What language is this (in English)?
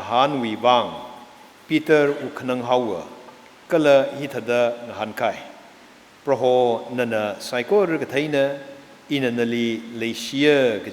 Tangkhul Naga (India)